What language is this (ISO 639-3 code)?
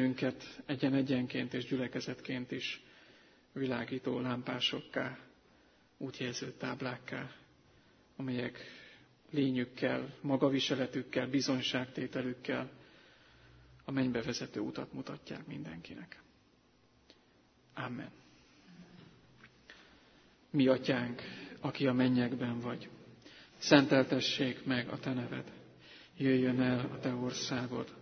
hun